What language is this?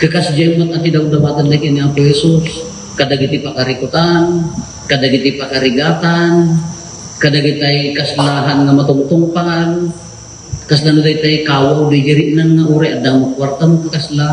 Iloko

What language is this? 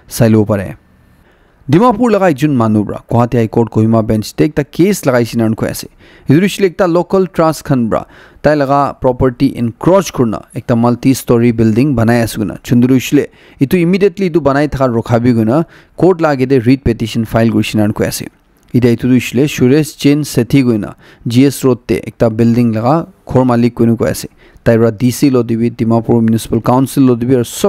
Naga Pidgin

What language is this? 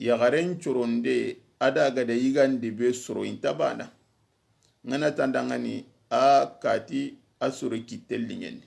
Soninke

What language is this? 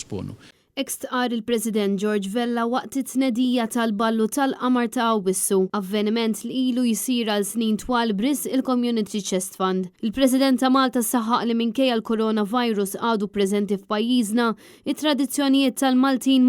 Maltese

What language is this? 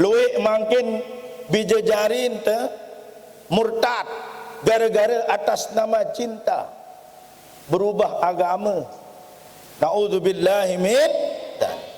Sasak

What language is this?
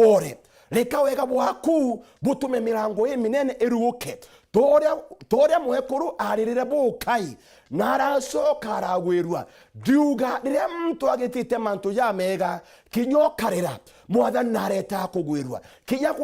Meru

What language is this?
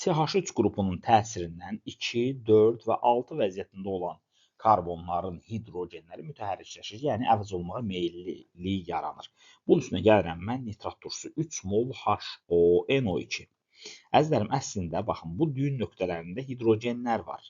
Azerbaijani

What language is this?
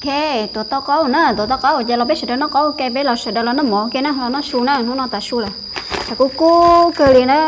Hmong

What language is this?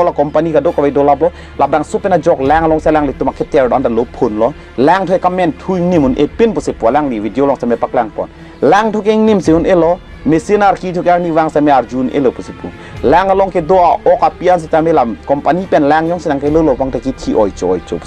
Karbi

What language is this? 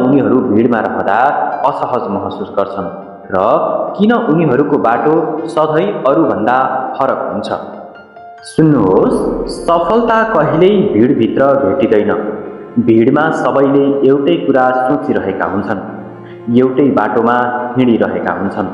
Nepali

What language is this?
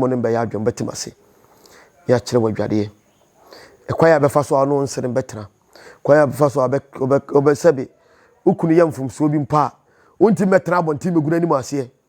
Akan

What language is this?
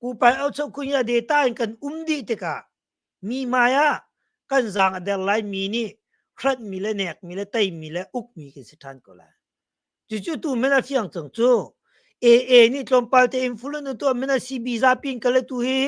Hakha Chin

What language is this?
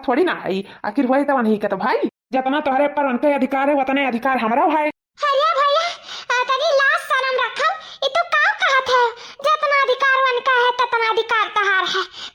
Awadhi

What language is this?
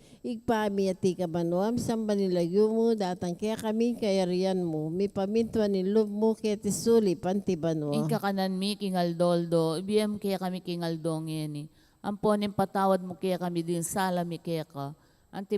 Pampanga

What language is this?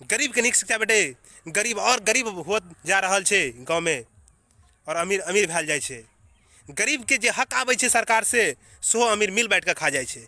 Maithili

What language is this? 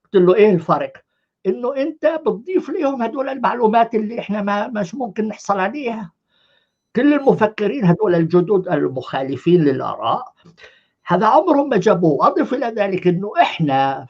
North Levantine Arabic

